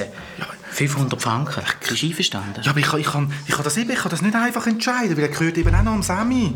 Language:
Swiss German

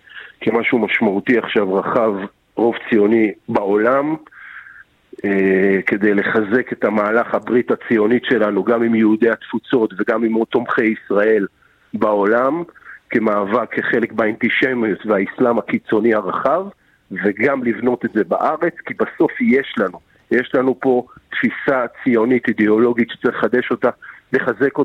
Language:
Hebrew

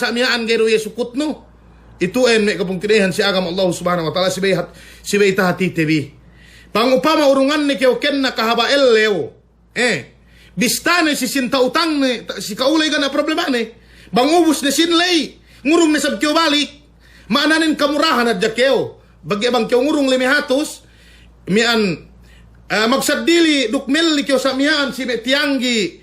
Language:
Yakan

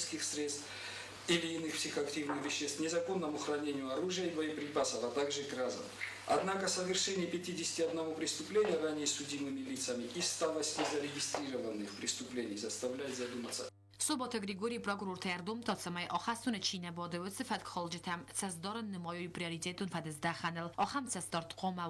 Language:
Ossetic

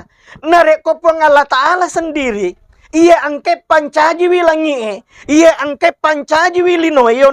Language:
Buginese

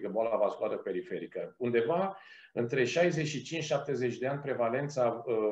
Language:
Romanian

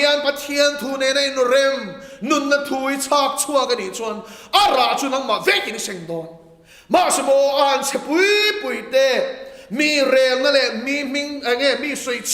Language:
Mizo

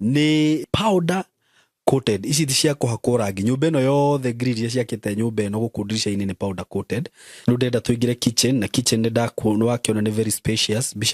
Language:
Kikuyu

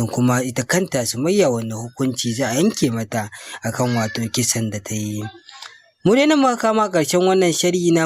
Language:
Hausa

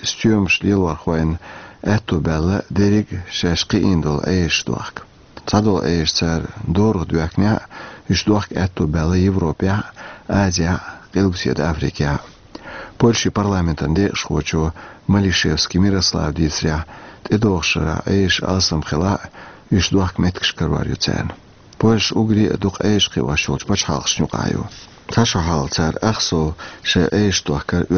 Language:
Chechen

